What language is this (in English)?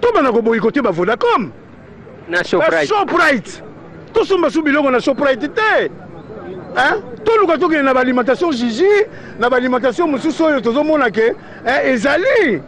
Lingala